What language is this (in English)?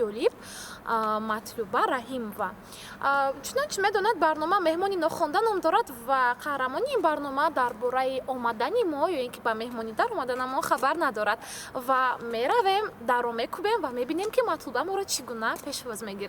Tajik